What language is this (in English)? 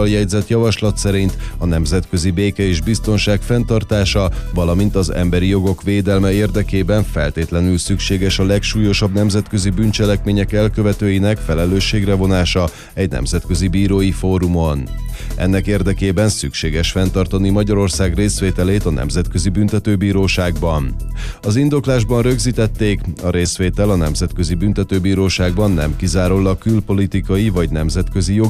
Hungarian